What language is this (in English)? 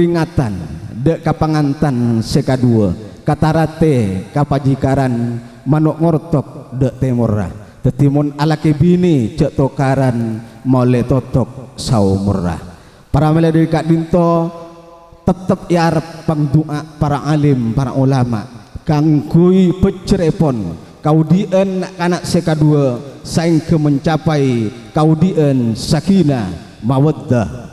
Madurese